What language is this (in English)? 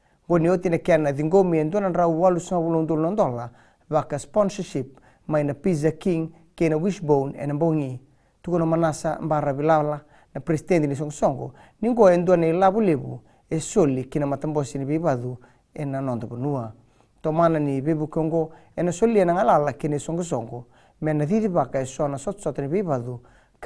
Fijian